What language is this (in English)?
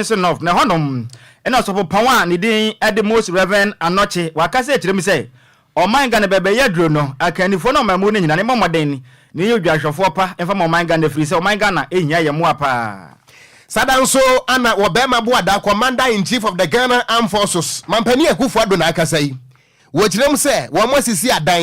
Akan